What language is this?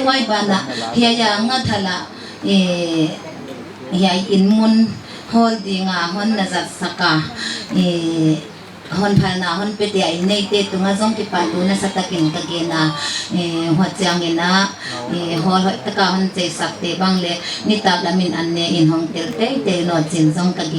Paite Chin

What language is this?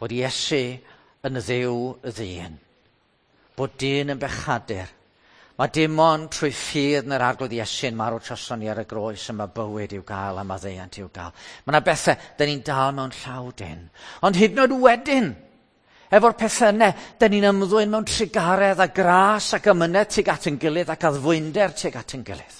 Welsh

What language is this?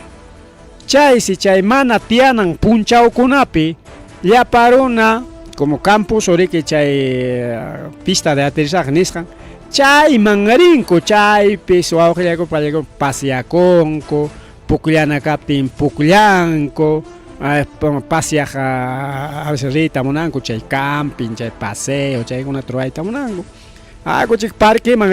Ayacucho Quechua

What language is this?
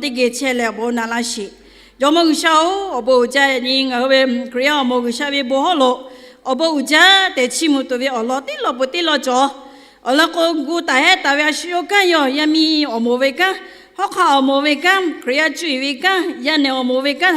Lahu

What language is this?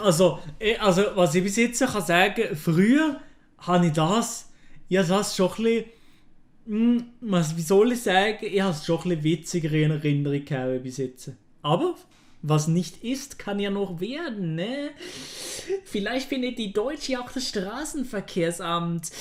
Swiss German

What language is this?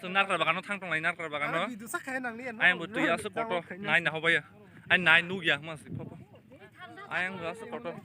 Kok Borok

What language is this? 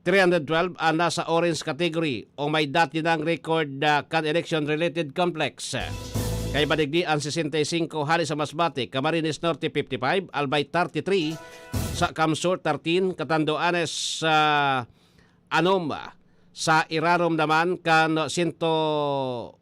Bikol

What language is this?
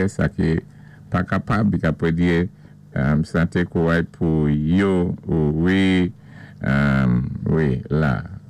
Saint Lucian Creole French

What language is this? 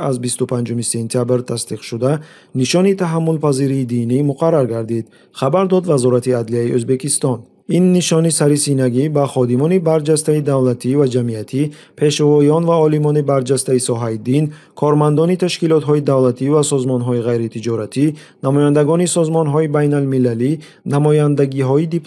Tajik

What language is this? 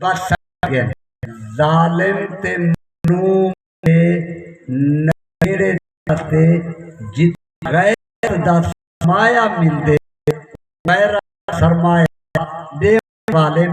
Saraiki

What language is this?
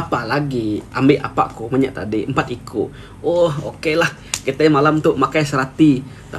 Iban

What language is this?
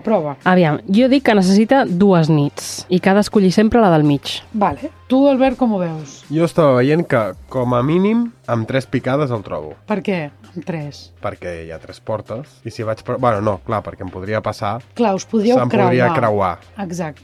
Catalan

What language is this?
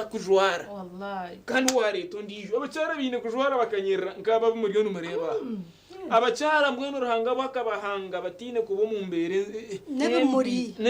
Nyankole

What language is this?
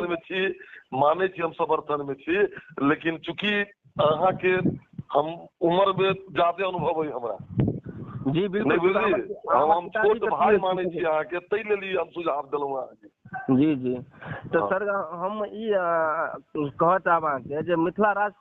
Maithili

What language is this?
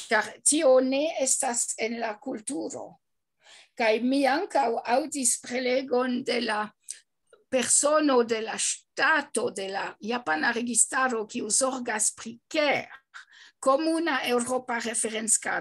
Esperanto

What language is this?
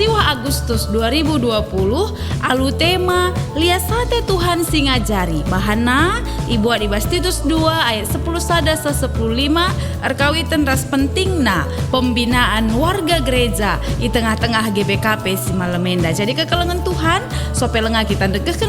Batak Karo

